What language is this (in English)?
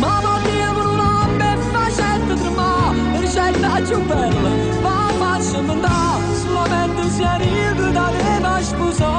Neapolitan